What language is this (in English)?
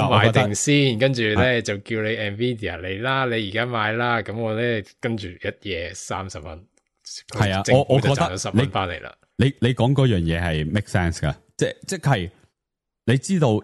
Cantonese